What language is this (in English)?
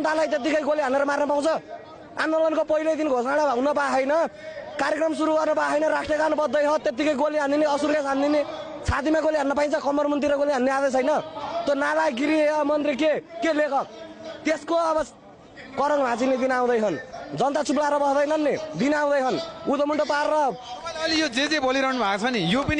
Nepali